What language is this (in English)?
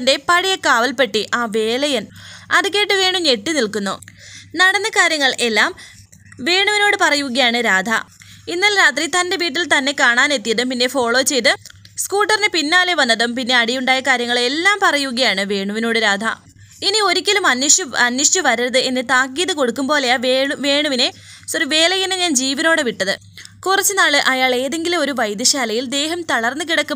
Malayalam